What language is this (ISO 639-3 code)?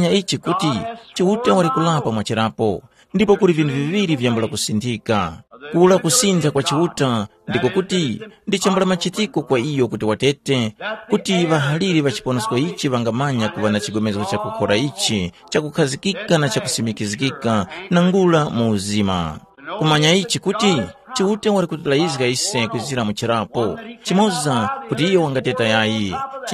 tum